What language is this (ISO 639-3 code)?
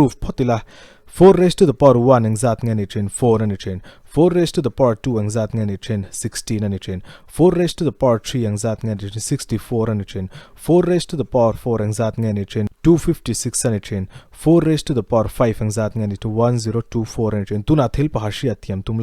lus